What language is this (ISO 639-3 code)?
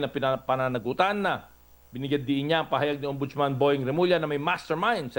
fil